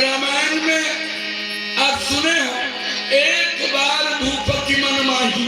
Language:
Chhattisgarhi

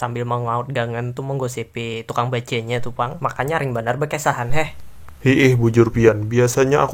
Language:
Banjar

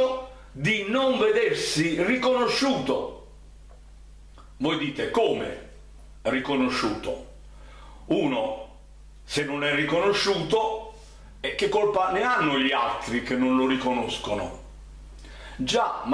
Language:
Italian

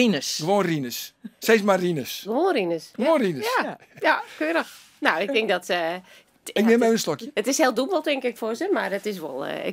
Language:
Western Frisian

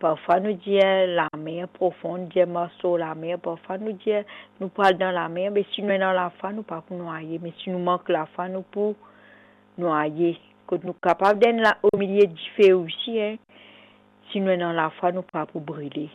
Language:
Morisyen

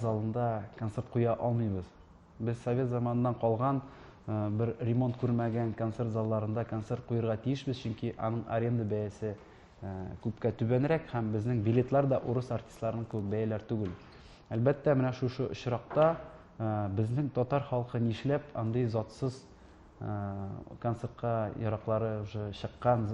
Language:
Tatar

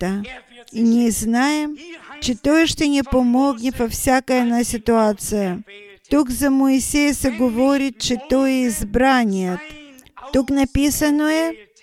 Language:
Bulgarian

